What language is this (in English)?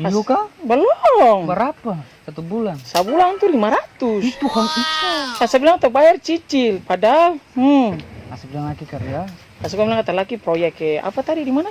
Ambonese Malay